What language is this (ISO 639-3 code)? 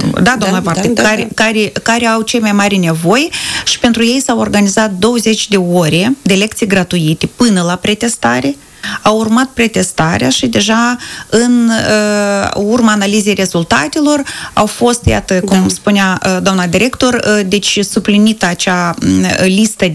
ron